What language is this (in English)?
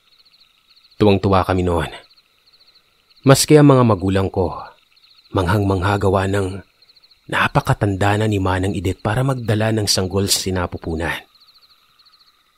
Filipino